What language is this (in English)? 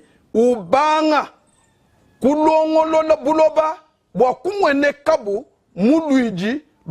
Luba-Lulua